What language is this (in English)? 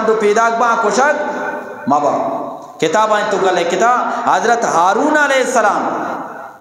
Eastern Balochi